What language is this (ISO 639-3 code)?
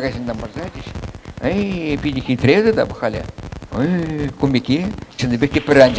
chv